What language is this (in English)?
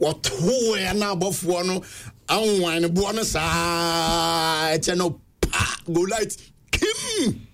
Akan